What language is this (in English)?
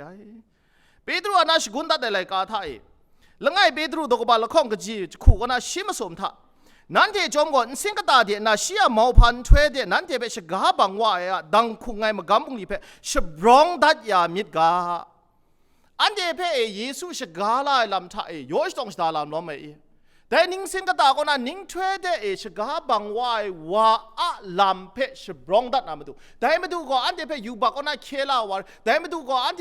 Kachin